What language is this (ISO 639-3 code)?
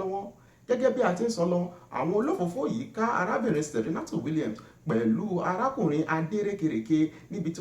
yor